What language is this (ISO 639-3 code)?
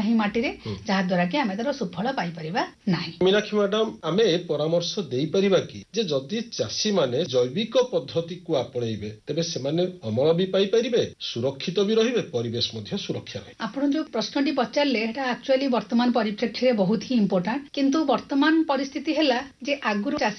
ori